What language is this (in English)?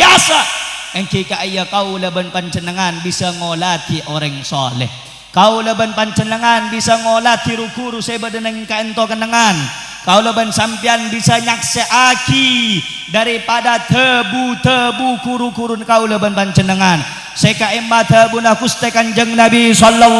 Madurese